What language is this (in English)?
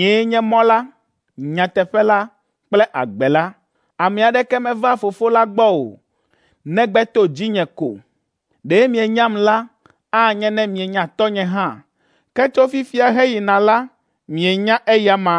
Ewe